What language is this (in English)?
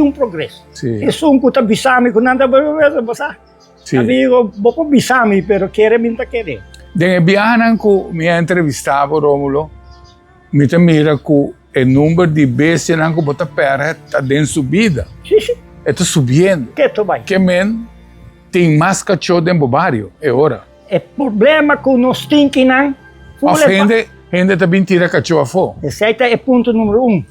Papiamento